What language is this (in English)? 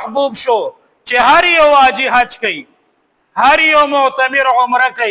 Pashto